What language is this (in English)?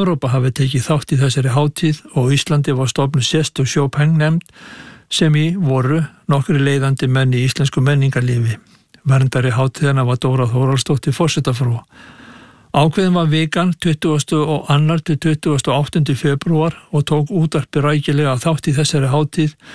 Icelandic